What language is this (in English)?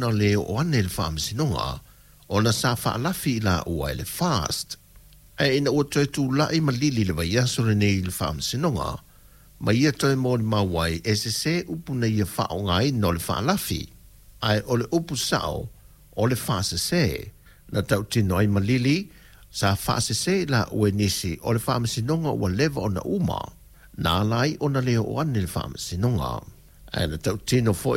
Samoan